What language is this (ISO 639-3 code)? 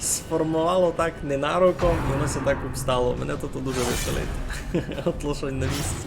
rue